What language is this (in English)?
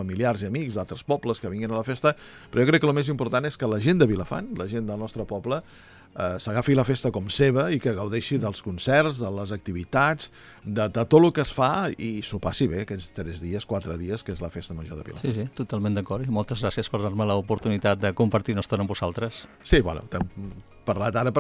Catalan